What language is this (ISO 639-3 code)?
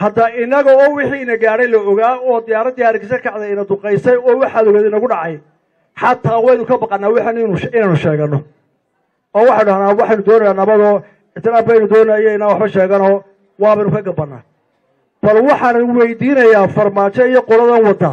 som